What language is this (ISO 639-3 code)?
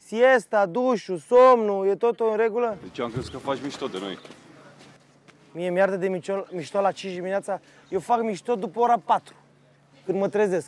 ron